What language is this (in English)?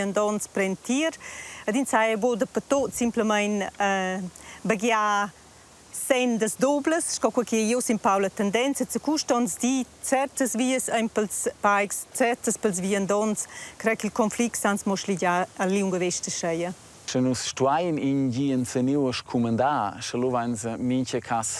Romansh